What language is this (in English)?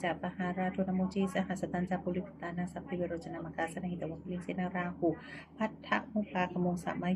Pali